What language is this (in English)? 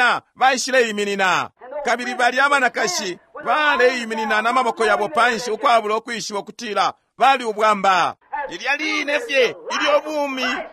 Bemba